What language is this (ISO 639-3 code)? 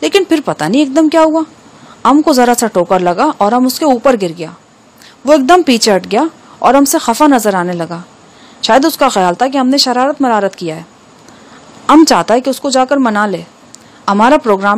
urd